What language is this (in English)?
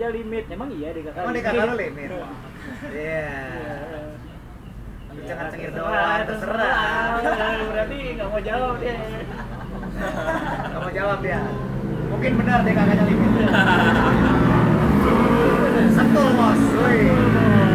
Indonesian